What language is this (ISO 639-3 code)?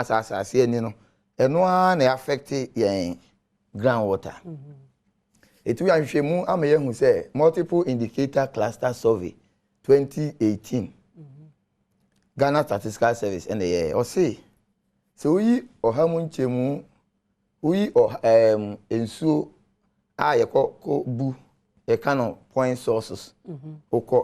aka